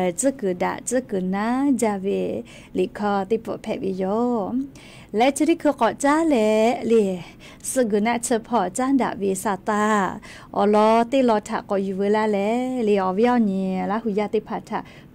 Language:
Lahu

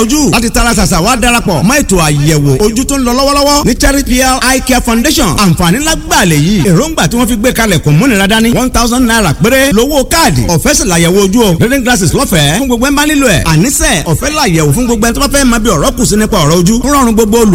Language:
Yoruba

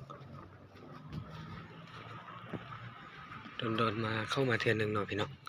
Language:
Lao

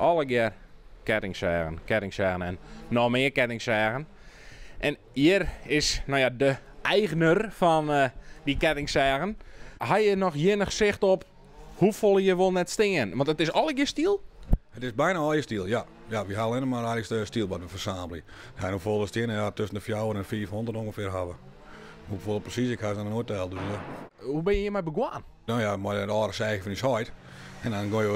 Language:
Western Frisian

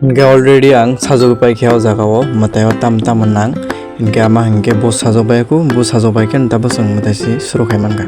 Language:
Kok Borok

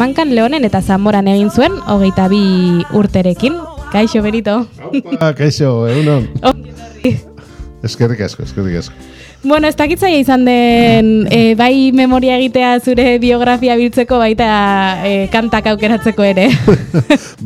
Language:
Basque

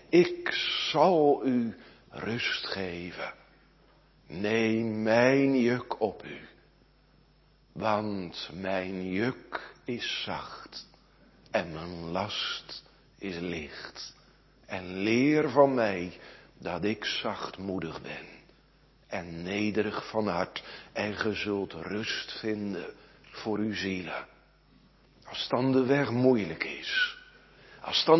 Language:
Dutch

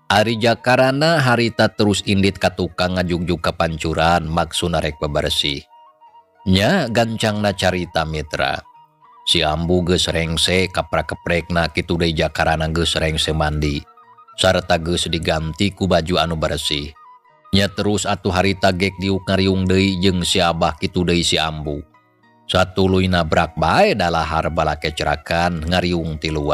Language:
Sundanese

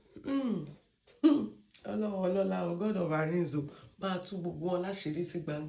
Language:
Yoruba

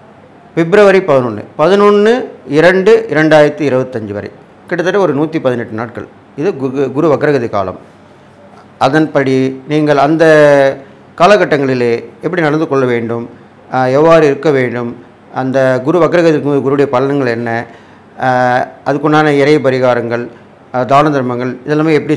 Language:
Tamil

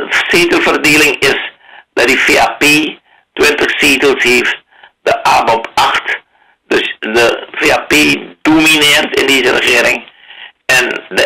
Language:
Dutch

